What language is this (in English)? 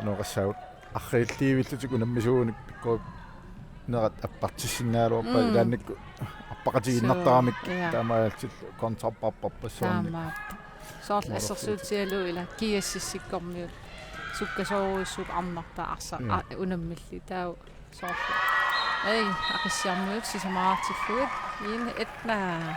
Kalaallisut